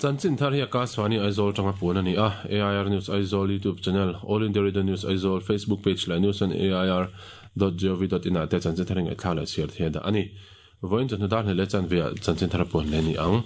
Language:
Mizo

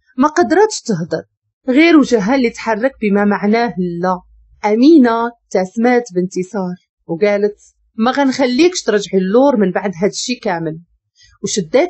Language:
Moroccan Arabic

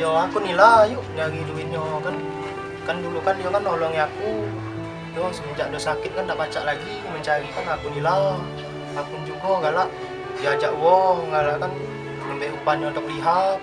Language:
Musi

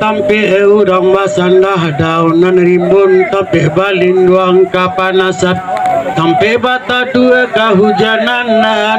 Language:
Minangkabau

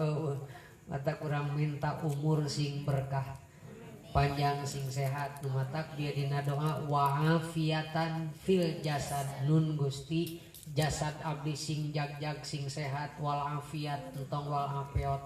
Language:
Sundanese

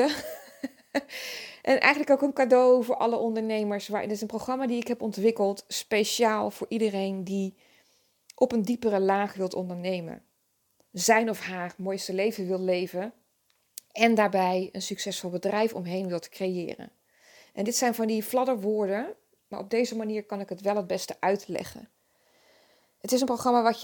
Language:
Dutch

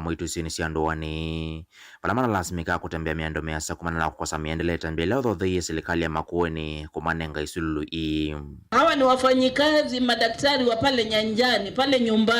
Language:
Kamba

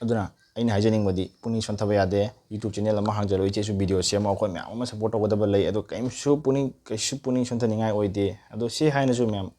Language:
Manipuri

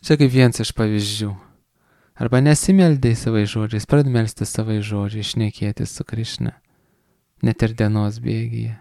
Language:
Lithuanian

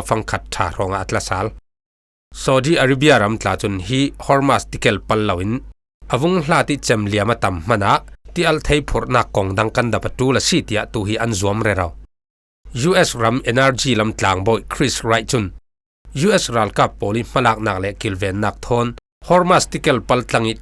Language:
Falam Chin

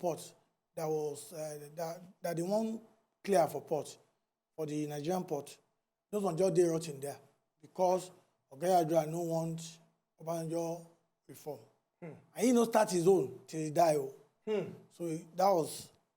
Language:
Nigerian Pidgin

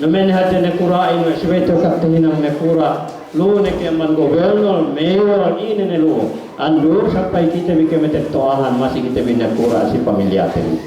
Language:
Yakan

